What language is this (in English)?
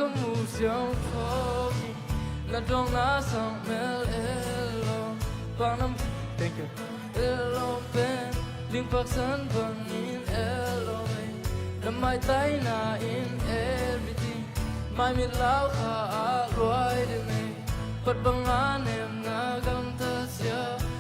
Tedim Chin